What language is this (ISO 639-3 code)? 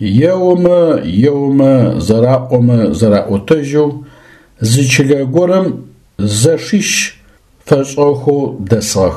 ady